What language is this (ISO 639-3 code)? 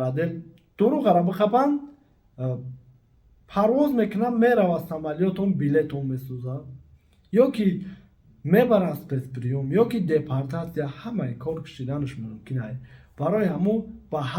tgk